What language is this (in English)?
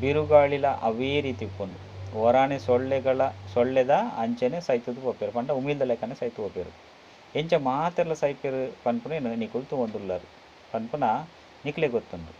Tulu